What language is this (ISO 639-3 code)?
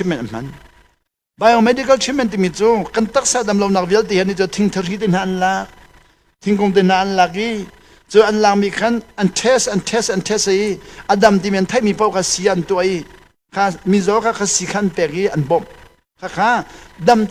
cnh